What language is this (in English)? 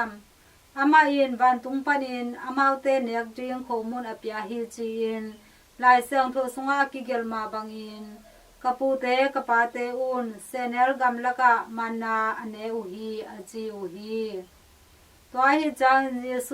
Tedim Chin